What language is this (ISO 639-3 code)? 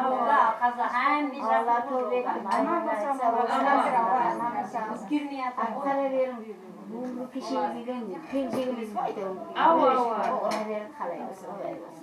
kaa